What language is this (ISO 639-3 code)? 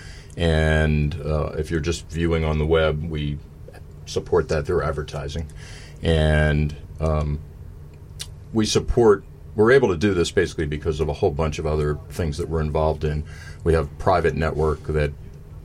eng